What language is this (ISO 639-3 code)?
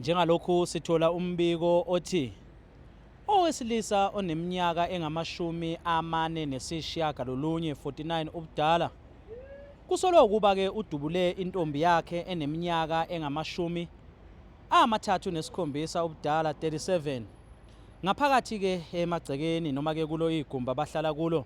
zul